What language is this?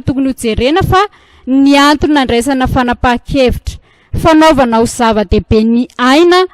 Malagasy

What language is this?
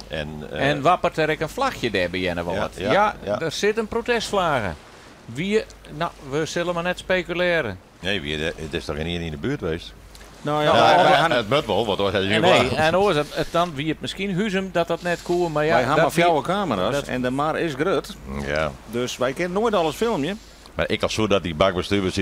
Western Frisian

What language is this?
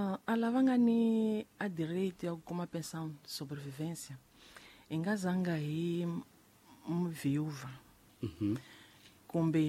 Tsonga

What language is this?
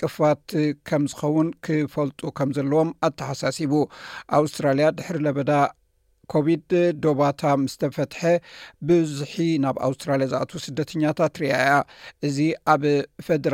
Tigrinya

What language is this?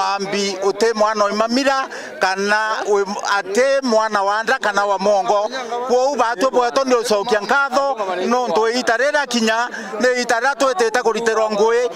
Meru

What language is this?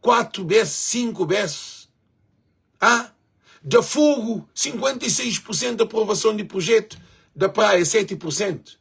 Kabuverdianu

